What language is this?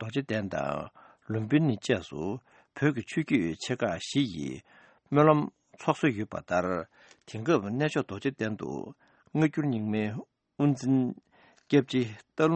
Tibetan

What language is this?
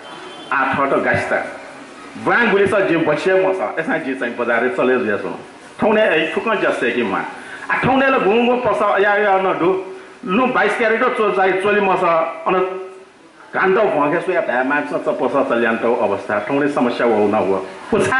Newari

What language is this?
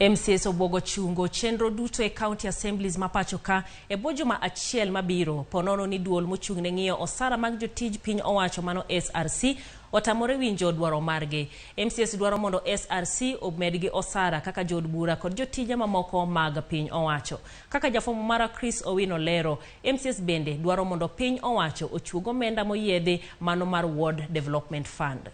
Luo (Kenya and Tanzania)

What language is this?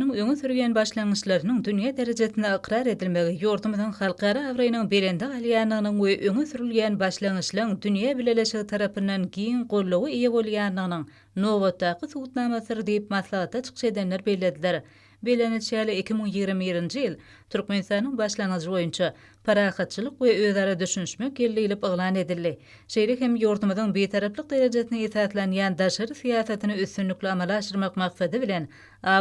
Turkmen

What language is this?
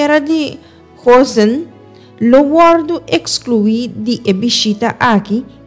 Papiamento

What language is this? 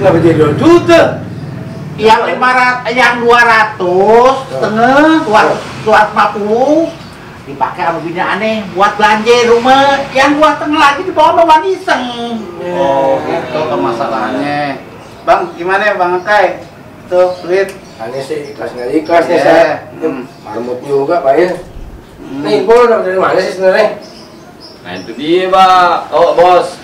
Betawi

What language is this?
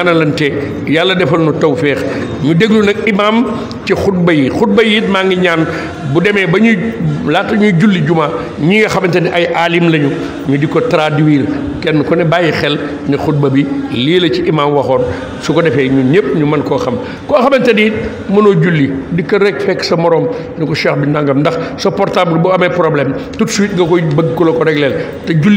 Wolof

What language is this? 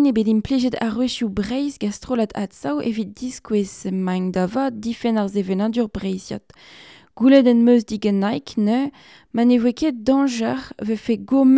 Breton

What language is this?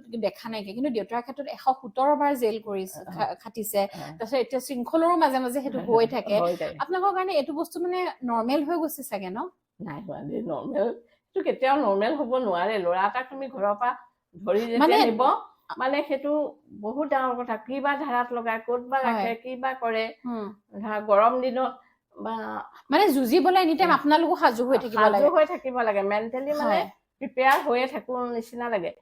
Assamese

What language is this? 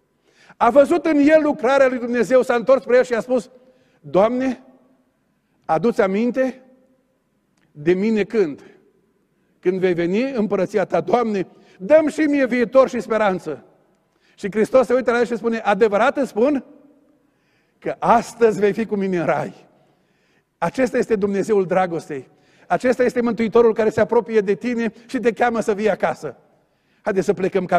Romanian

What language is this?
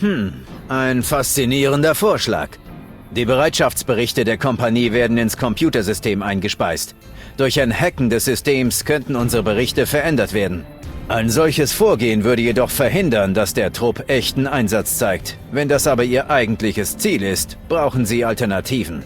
Bavarian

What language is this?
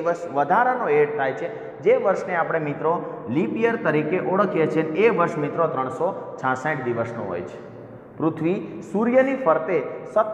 Gujarati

